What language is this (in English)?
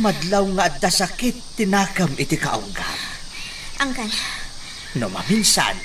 Iloko